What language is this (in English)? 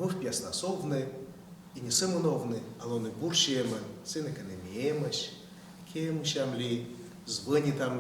Komi